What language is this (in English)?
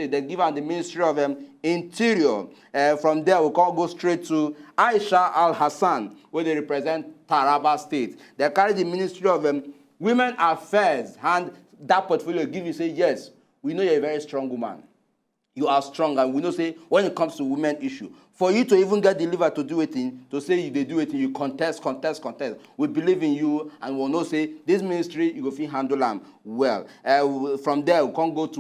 Nigerian Pidgin